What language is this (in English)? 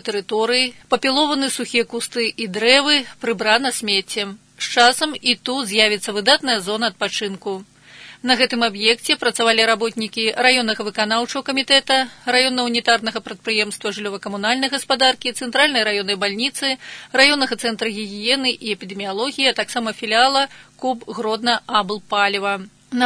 Belarusian